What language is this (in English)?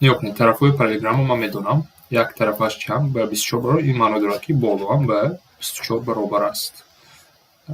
Tajik